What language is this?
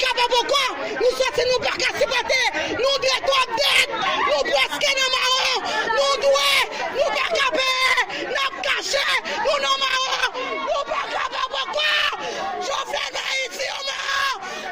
Haitian Creole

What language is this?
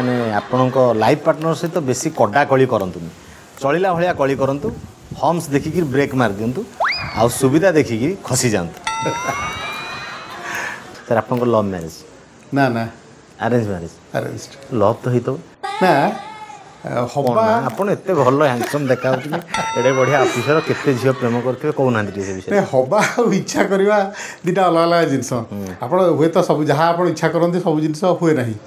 Odia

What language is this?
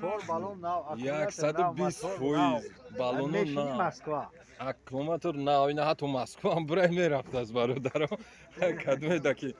Tajik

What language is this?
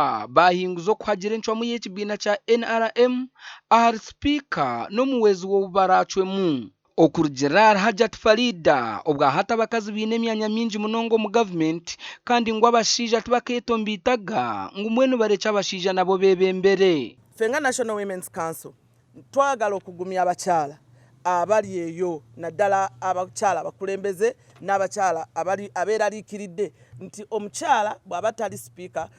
Nyankole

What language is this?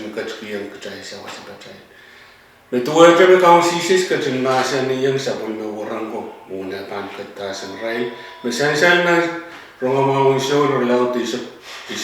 Pohnpeian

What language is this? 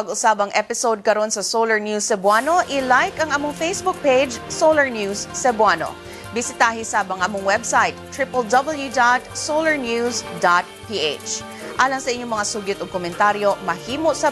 Cebuano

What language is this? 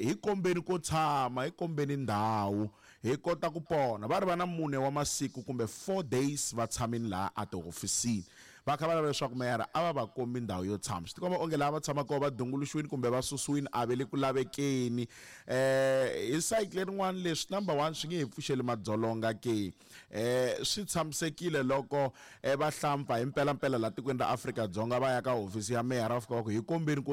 Tsonga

